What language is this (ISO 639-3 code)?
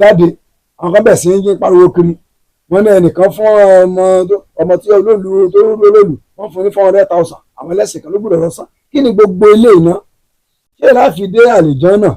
yor